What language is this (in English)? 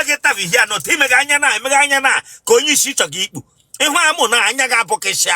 Igbo